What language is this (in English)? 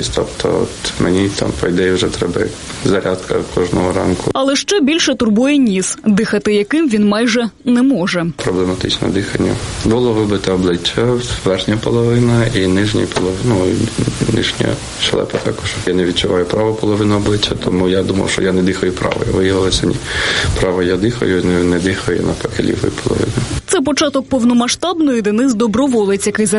Ukrainian